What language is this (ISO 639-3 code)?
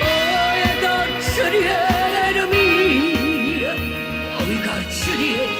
nap